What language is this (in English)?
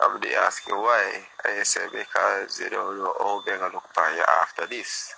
Jamaican Creole English